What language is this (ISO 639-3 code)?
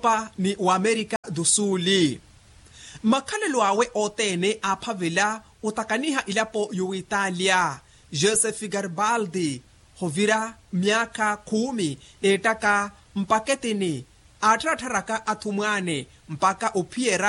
vmw